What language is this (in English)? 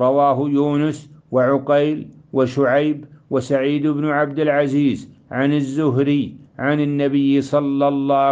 Arabic